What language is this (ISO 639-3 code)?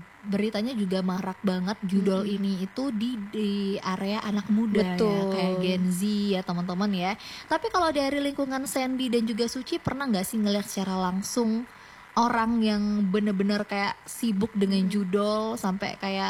ind